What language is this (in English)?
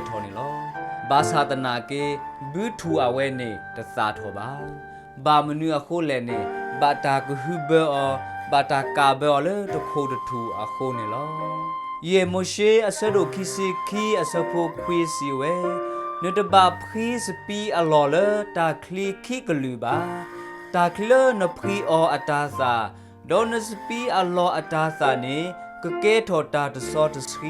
S'gaw Karen